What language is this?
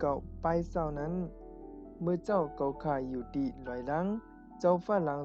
Shan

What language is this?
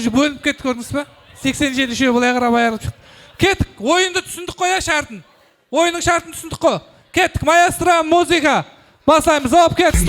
Kara-Kalpak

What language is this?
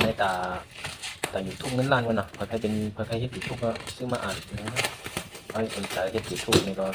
Shan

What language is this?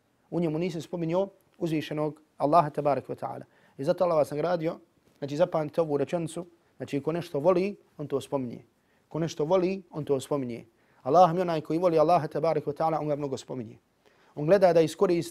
Bosnian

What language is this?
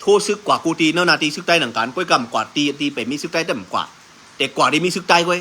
Shan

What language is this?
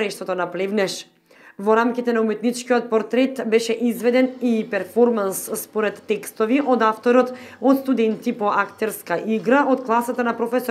Macedonian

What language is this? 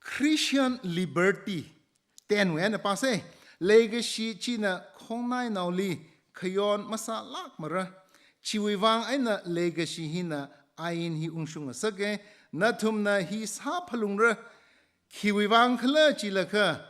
Tangkhul Naga (India)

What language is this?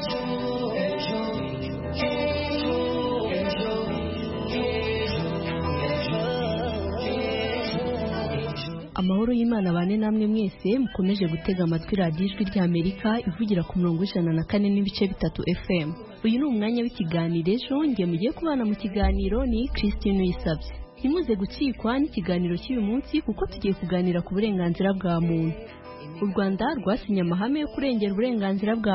Kinyarwanda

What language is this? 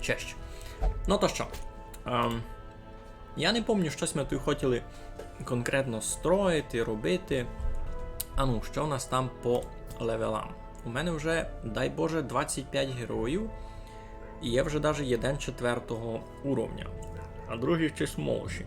Rusyn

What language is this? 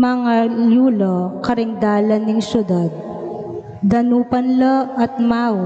Pampanga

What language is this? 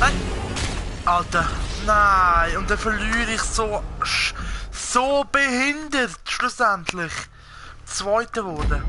Swiss German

